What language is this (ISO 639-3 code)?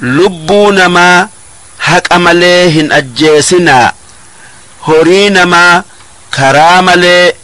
orm